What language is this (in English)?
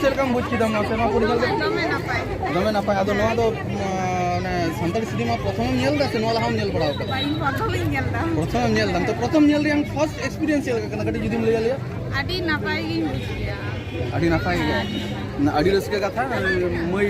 Santali